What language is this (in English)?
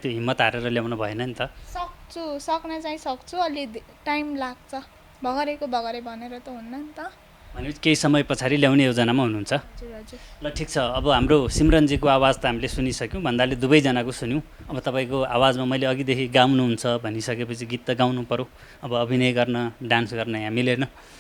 Nepali